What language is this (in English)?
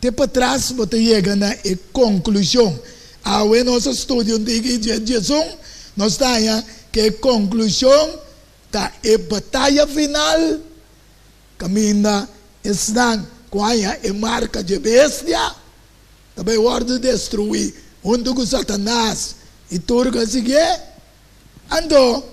Papiamento